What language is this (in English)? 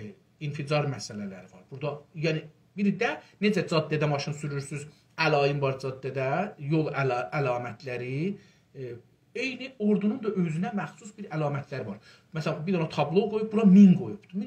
South Azerbaijani